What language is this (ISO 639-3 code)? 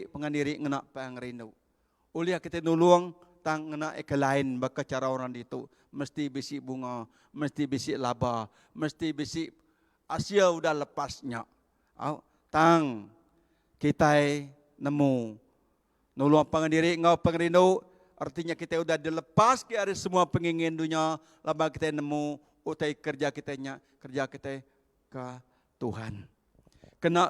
iba